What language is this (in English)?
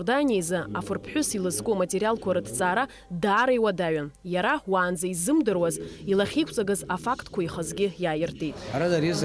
Abkhazian